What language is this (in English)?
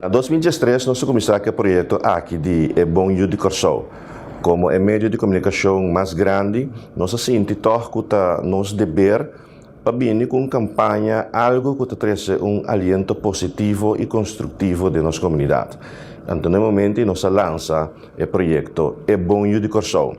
Papiamento